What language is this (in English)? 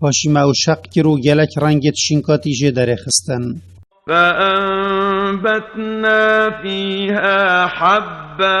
Kurdish